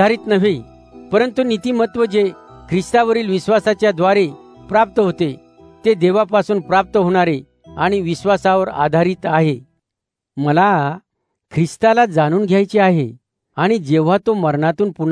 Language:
Marathi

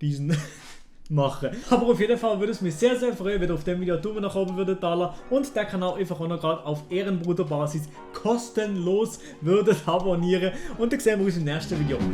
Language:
Swiss German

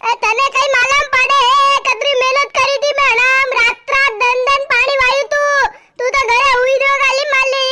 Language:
Rajasthani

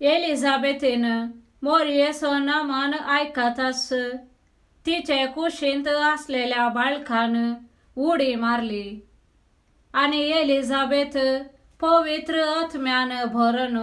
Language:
Konkani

